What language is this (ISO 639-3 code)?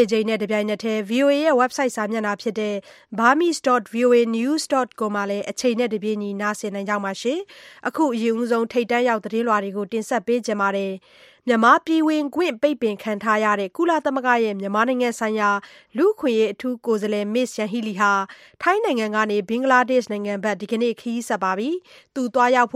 mya